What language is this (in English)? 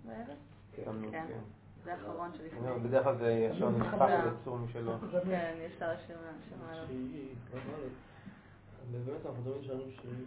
Hebrew